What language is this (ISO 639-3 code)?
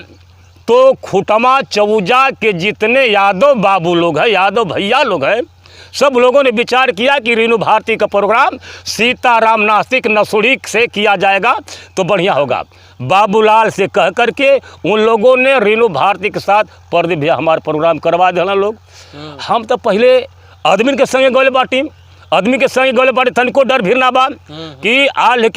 bho